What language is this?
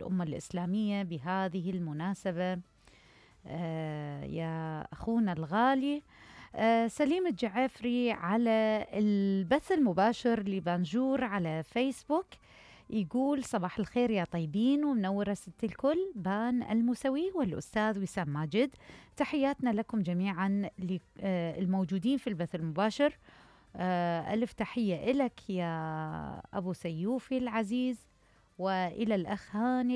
Mesopotamian Arabic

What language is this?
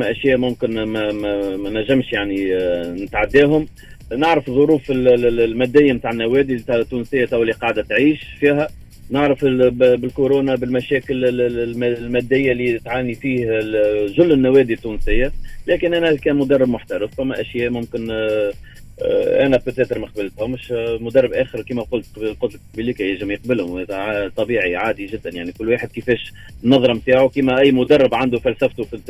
Tunisian Arabic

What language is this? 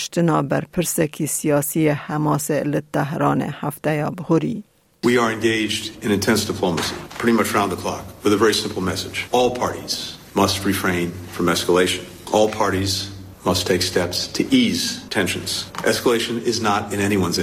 Kurdish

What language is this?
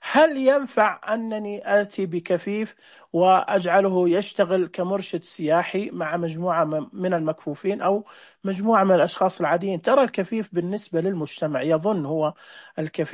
Najdi Arabic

